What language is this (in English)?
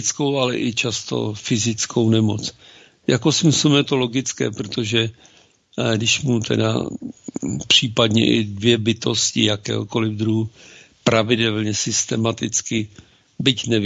Czech